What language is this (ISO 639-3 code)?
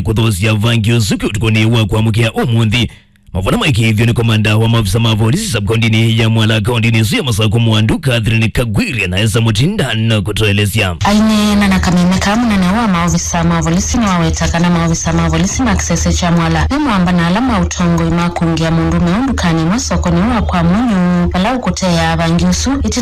kam